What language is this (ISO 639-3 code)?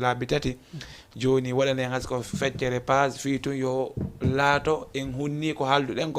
ful